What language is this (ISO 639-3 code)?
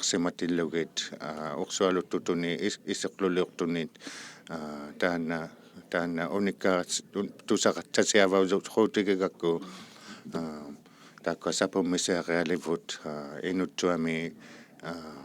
iku